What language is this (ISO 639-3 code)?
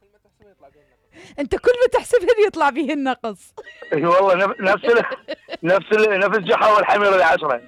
acm